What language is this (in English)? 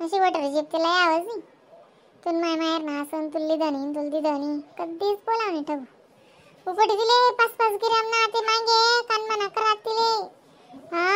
Khandesi